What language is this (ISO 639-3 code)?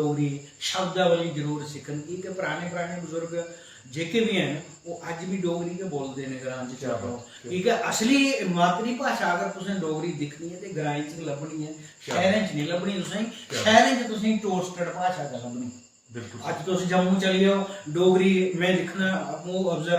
doi